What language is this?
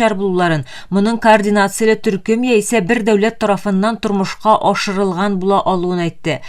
Tatar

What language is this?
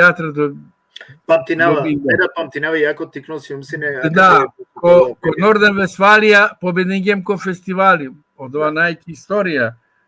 Balkan Romani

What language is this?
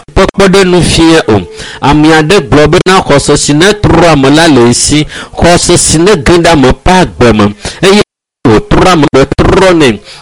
Ewe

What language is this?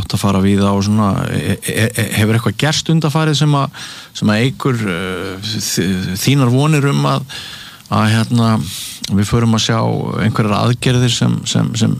Icelandic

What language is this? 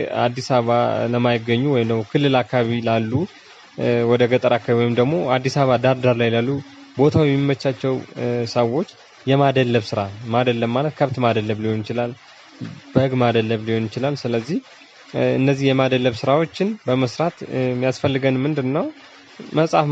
Amharic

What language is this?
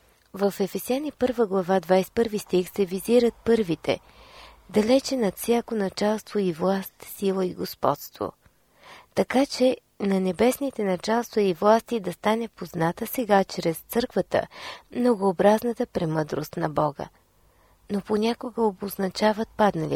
Bulgarian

